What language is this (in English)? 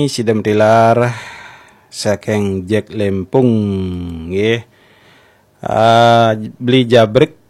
Balinese